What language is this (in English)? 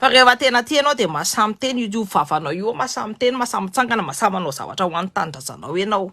Malagasy